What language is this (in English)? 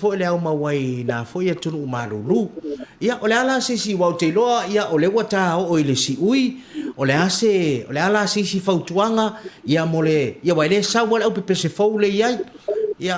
Samoan